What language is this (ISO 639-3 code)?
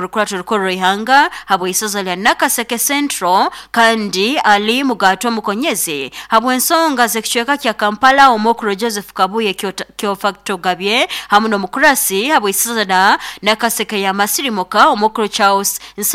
nyo